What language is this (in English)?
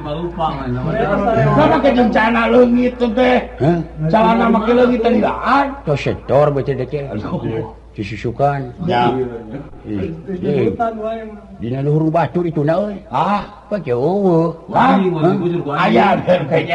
Sundanese